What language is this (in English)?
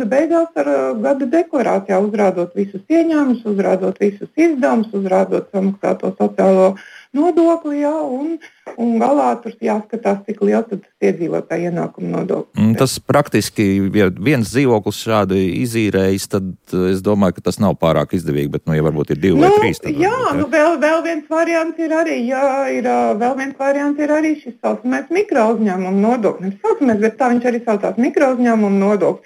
Latvian